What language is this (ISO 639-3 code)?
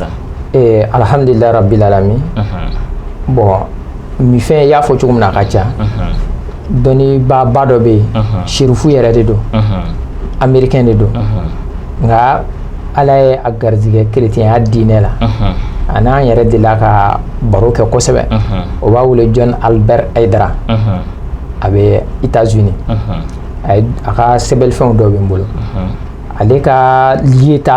bam